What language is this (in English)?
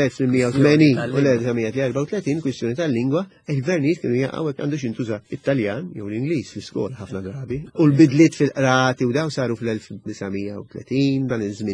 Maltese